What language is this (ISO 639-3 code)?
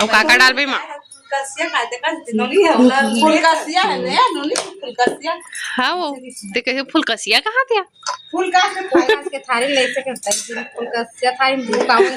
hne